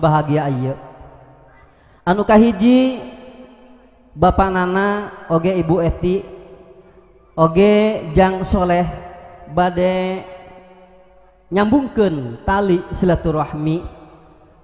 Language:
Sundanese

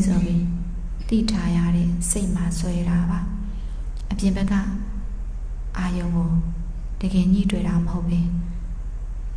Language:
Burmese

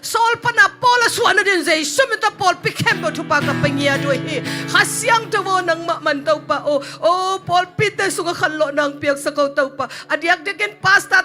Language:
Tedim Chin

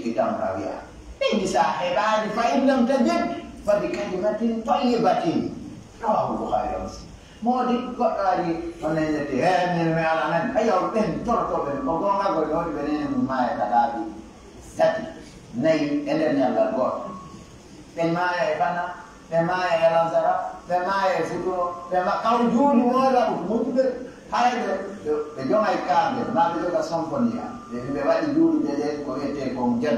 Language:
Pular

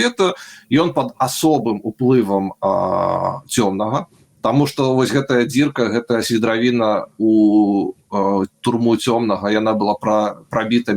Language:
Belarusian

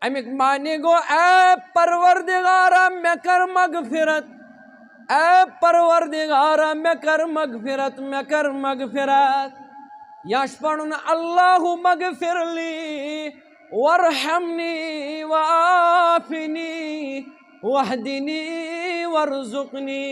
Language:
Kashmiri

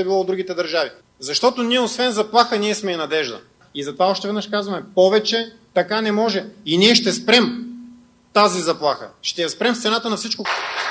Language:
Bulgarian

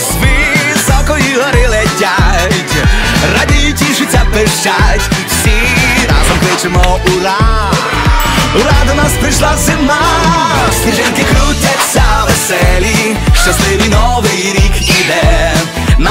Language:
Ukrainian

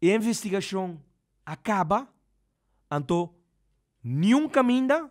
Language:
Papiamento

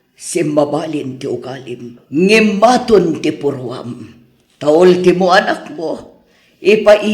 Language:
Iloko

